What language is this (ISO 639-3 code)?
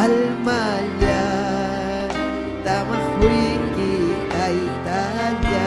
quy